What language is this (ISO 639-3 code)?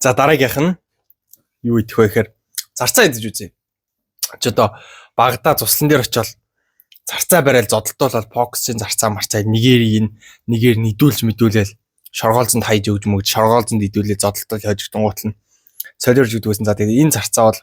mon